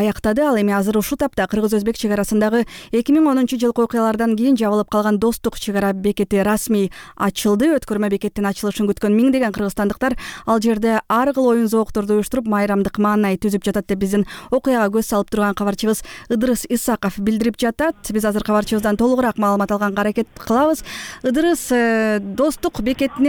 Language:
Kyrgyz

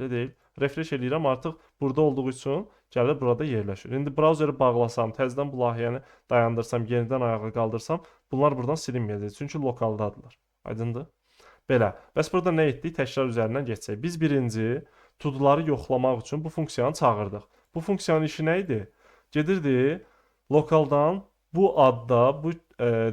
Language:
Azerbaijani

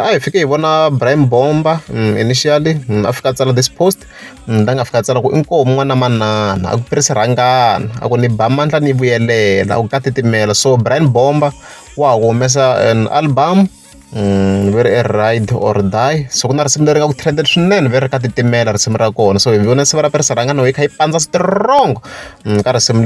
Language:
Tsonga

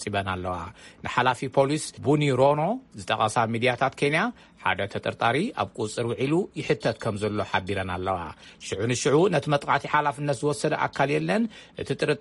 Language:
Tigrinya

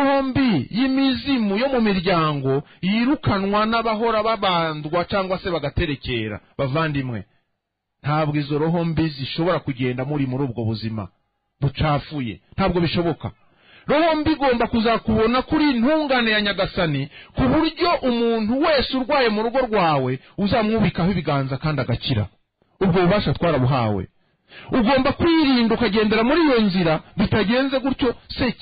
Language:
Kinyarwanda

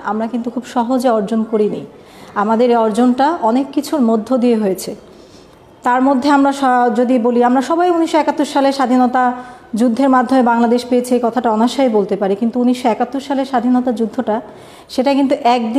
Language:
Bangla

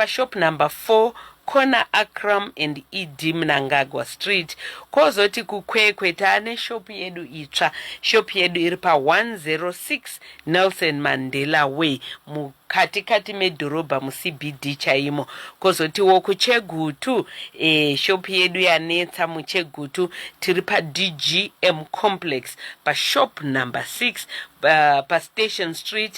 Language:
Shona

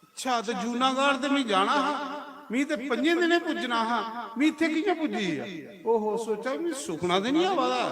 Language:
Dogri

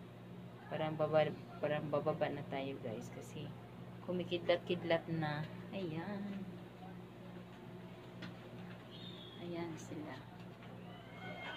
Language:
Filipino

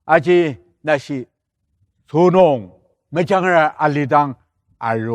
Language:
Ao Naga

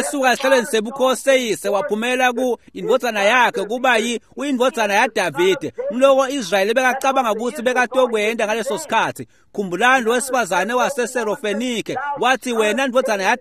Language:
Swati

